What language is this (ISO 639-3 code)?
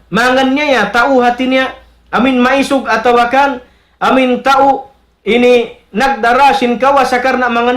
tsg